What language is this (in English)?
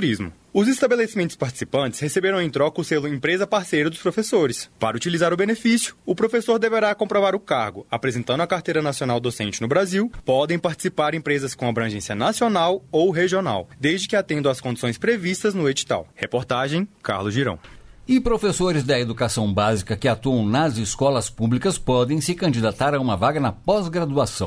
Portuguese